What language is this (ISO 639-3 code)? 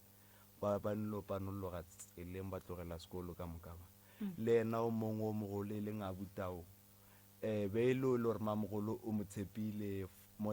nso